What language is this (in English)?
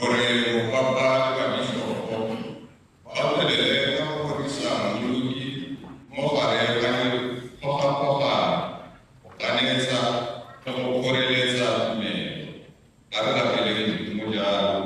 Tswana